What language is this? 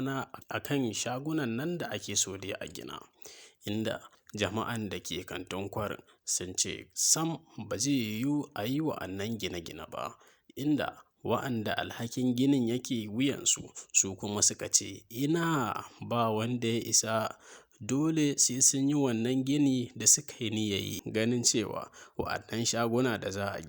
Hausa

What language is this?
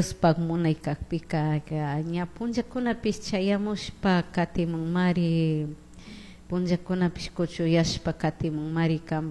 Chimborazo Highland Quichua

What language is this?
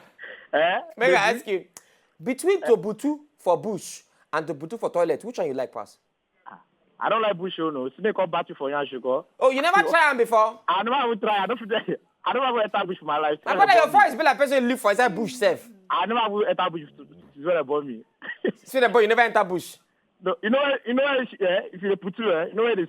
Nigerian Pidgin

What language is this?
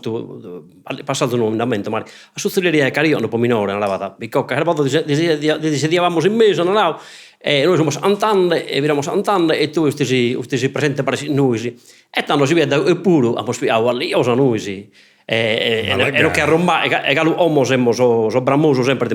Sardinian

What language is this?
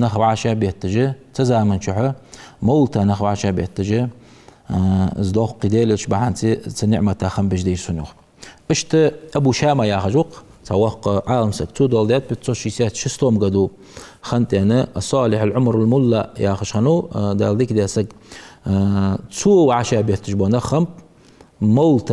Ingush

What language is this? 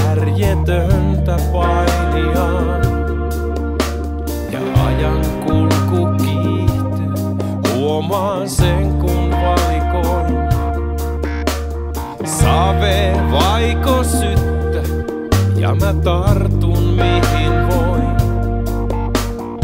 Finnish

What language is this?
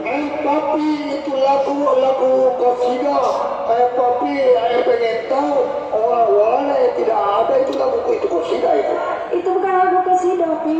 Betawi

